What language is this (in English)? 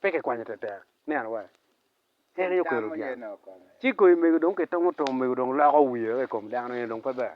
Acoli